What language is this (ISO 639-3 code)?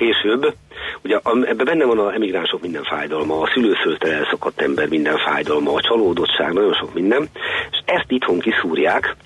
hun